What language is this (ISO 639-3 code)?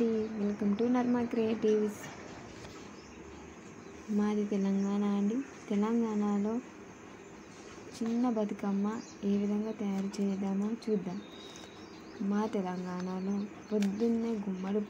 tel